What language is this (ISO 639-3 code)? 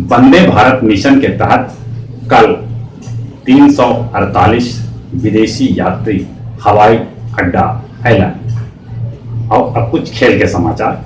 mag